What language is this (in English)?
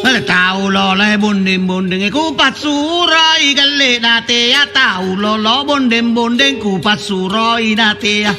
Makasar